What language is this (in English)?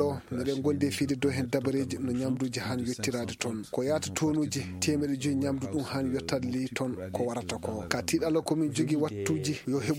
Maasina Fulfulde